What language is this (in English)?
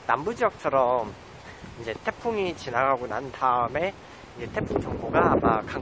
Korean